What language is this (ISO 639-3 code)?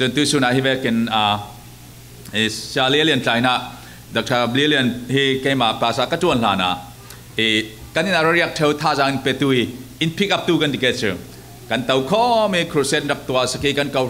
cfm